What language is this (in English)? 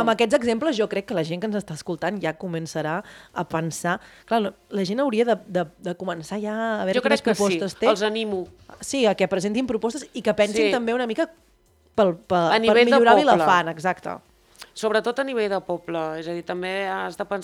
Catalan